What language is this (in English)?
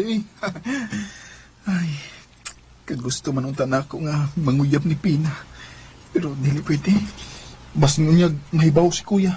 Cebuano